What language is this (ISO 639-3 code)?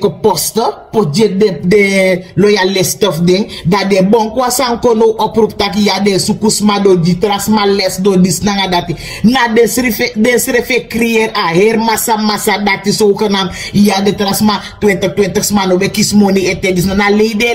srn